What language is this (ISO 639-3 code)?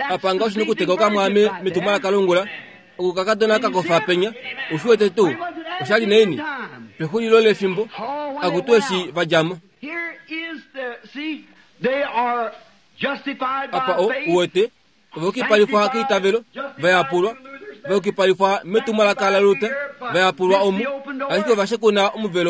kua